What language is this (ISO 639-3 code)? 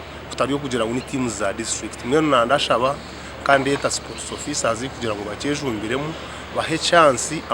nyn